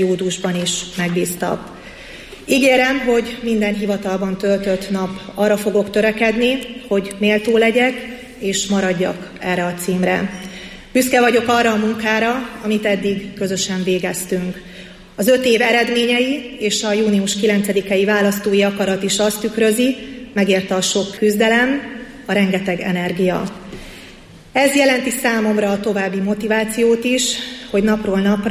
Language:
Hungarian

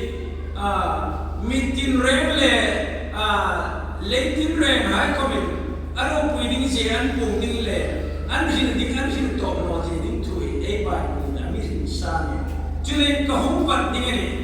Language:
Hmar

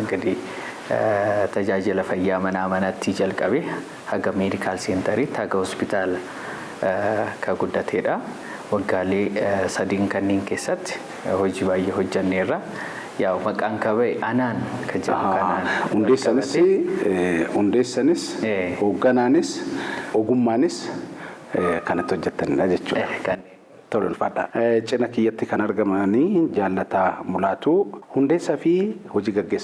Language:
Oromo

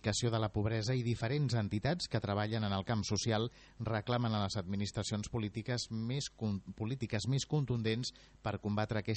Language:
Catalan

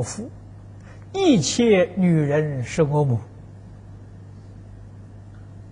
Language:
Chinese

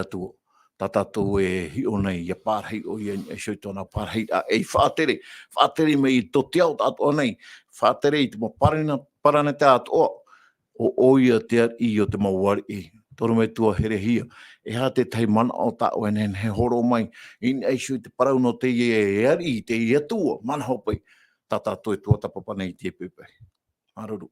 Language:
Tahitian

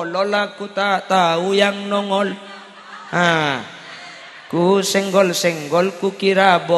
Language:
Madurese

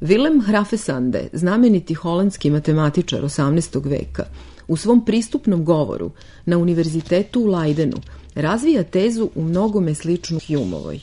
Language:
Serbian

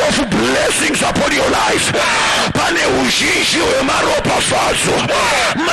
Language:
Shona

